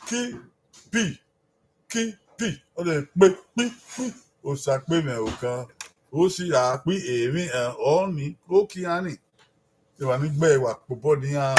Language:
Bini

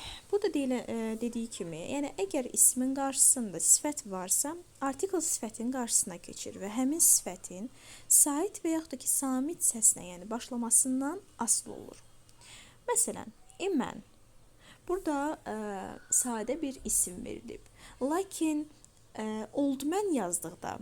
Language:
Azerbaijani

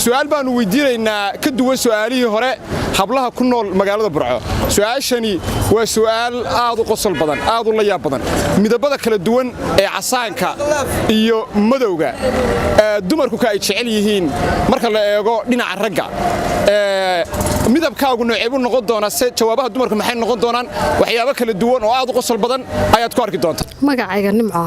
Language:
Somali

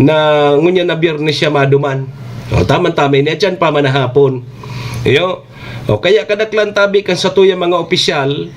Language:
Bikol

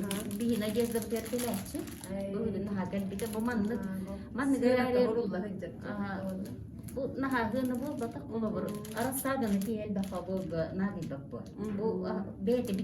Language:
Yakut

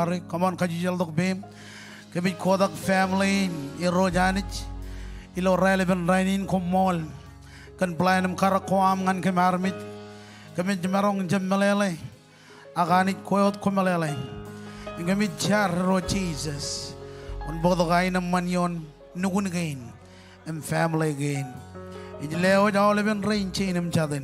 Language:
Marshallese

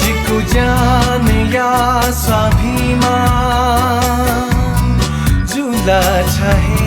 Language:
Newari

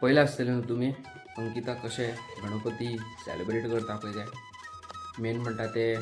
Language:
Konkani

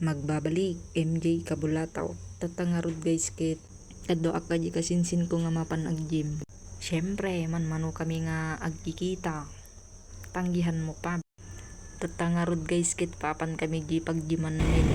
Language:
Iloko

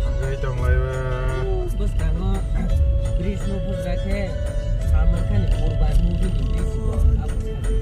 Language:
Kok Borok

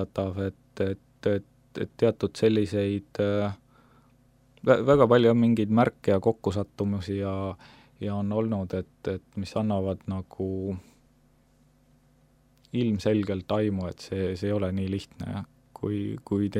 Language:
Estonian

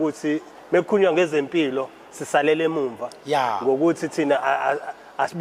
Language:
Zulu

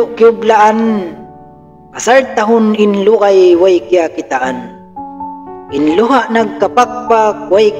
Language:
Tausug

